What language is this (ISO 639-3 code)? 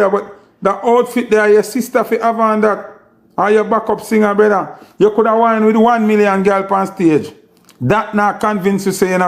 jam